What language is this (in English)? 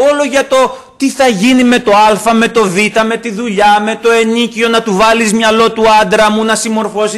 Greek